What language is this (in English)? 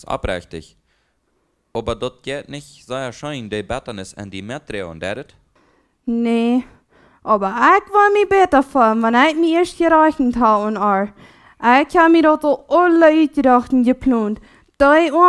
Plautdietsch